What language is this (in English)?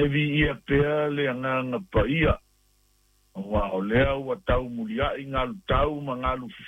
Samoan